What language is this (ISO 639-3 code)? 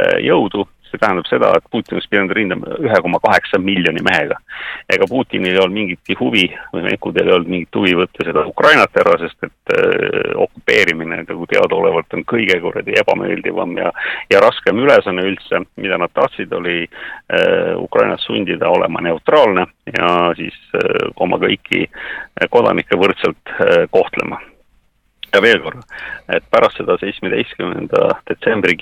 est